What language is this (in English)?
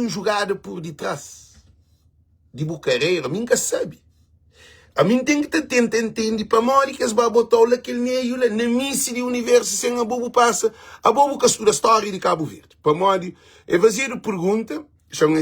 Kabuverdianu